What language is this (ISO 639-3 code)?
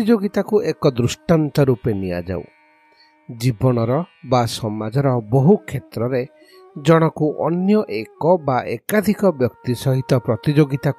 ori